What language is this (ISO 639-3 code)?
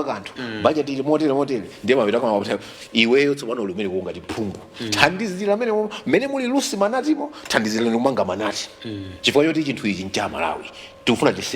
nya